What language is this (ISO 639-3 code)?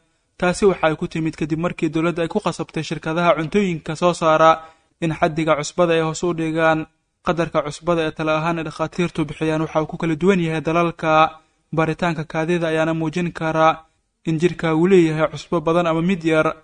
som